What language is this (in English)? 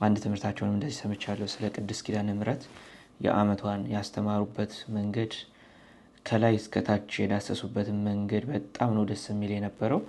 Amharic